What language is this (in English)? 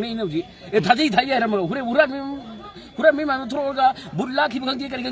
Manipuri